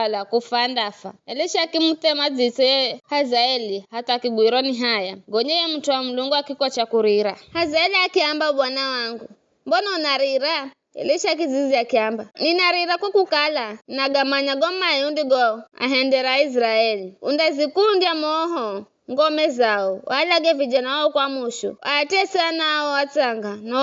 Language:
Giryama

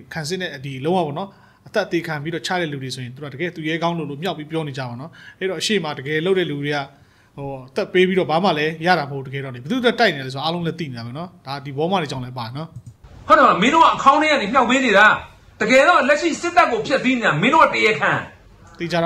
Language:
Burmese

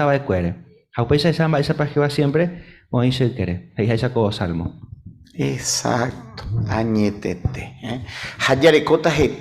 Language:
Guarani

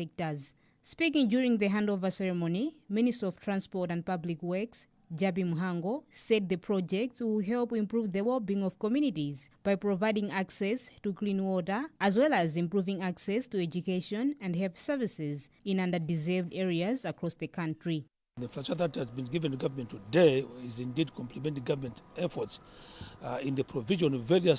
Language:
English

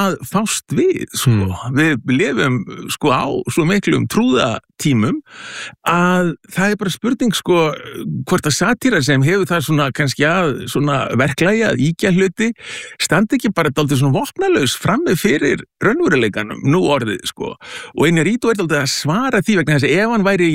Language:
Icelandic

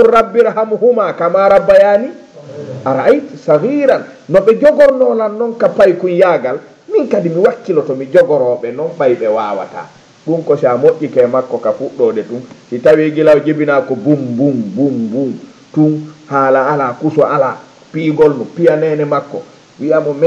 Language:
Fula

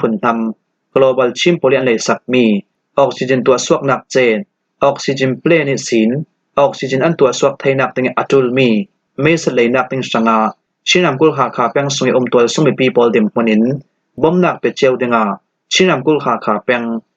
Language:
Falam Chin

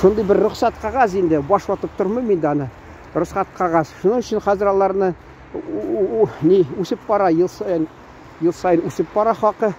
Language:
Tatar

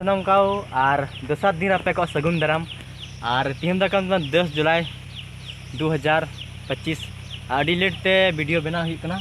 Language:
Santali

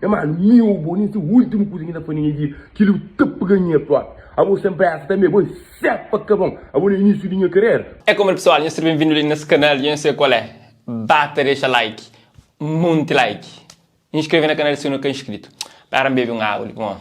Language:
Kabuverdianu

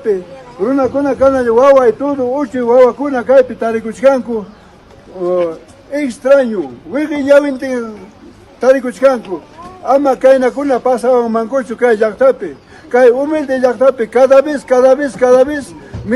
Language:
Ayacucho Quechua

